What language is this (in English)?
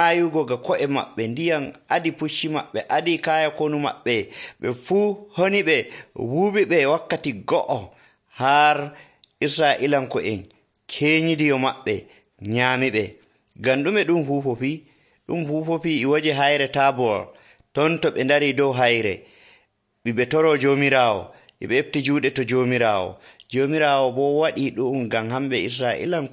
Nigerian Fulfulde